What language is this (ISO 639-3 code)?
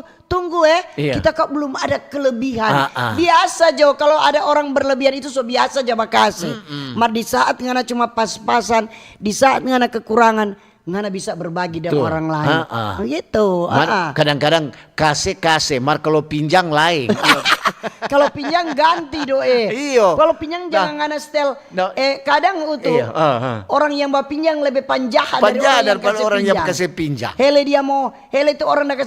xmm